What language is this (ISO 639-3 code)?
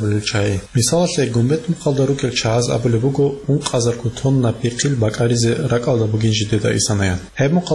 ava